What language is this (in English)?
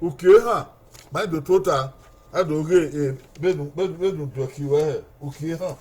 Bini